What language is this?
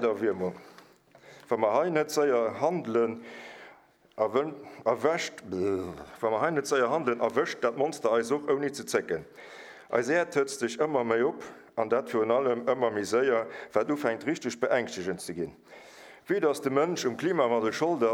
Luxembourgish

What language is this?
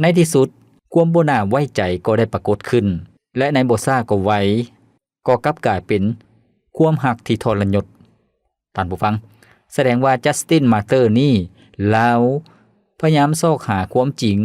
Lao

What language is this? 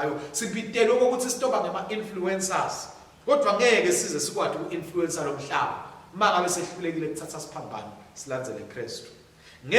Swati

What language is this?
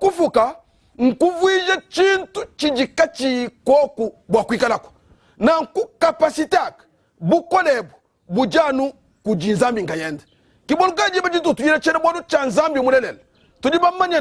Luba-Lulua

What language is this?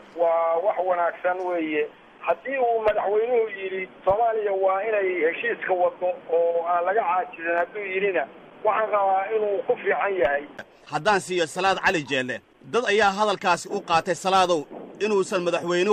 Somali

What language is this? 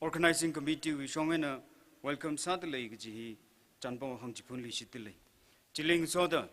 Tangkhul Naga (India)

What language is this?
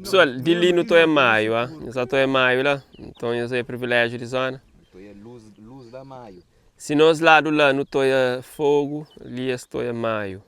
Kabuverdianu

